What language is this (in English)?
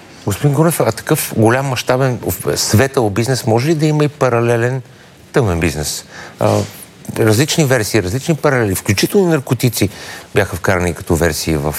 Bulgarian